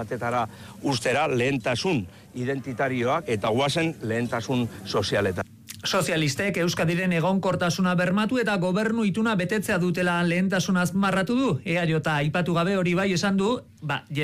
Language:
Basque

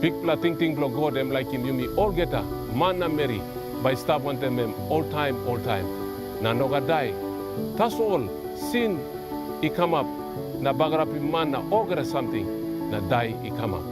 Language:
Tok Pisin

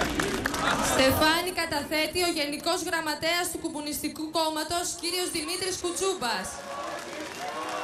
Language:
Greek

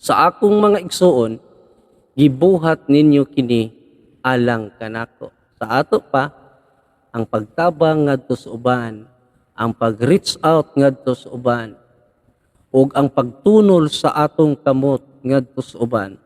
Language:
Cebuano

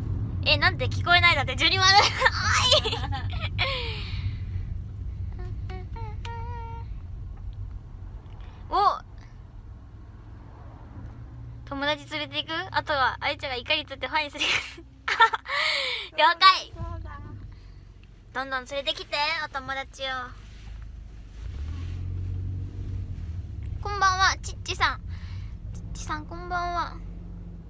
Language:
Japanese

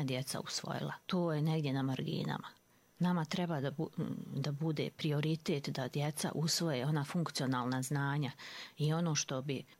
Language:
Croatian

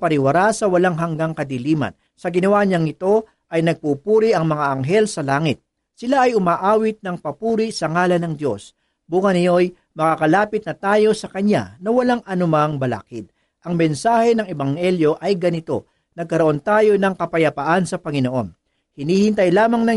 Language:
Filipino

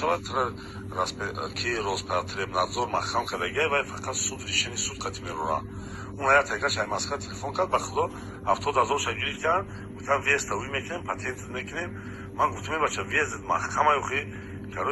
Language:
Tajik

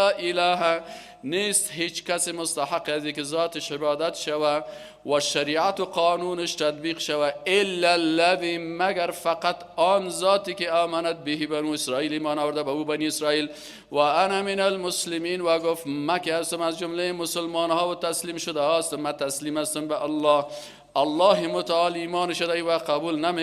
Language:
Persian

